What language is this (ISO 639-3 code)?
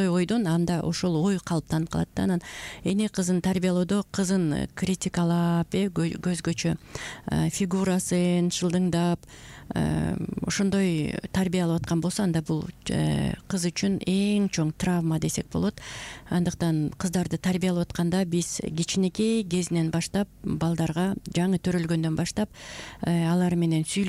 kir